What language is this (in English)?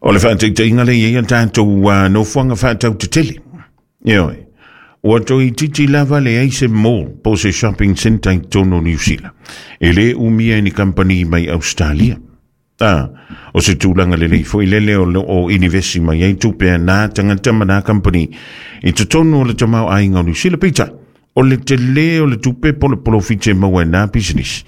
Samoan